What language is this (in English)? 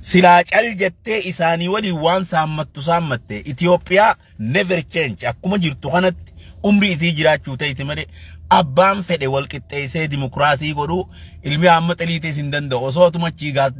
Oromo